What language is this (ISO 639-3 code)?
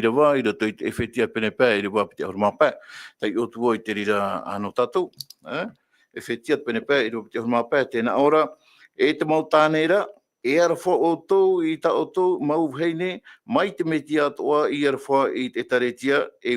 tah